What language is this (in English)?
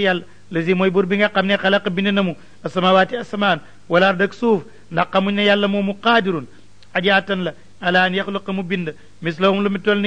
Wolof